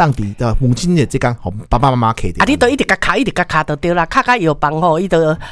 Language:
Min Nan Chinese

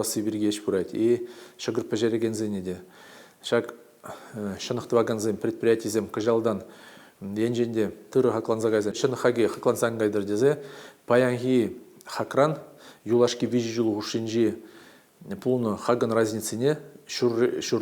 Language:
Chuvash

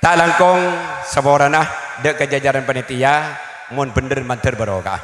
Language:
Madurese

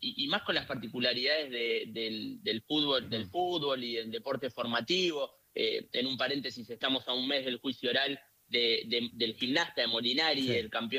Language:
Spanish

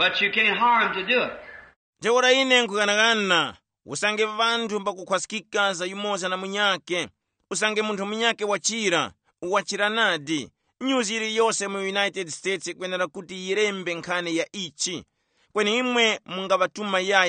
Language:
Tumbuka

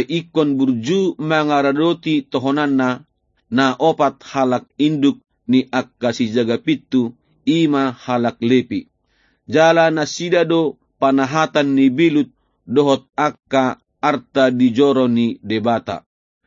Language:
Batak Toba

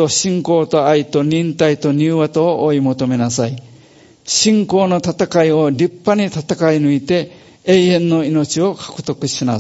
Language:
Japanese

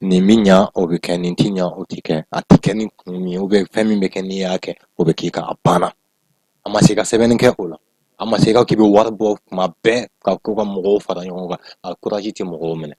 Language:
Bambara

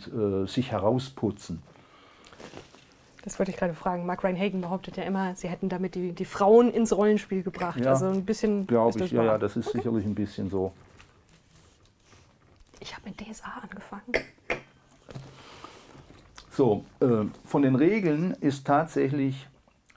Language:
German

